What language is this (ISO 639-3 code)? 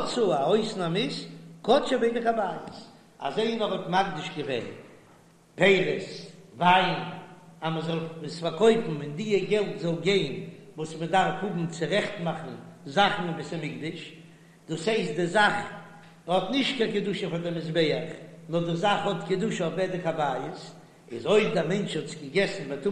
yid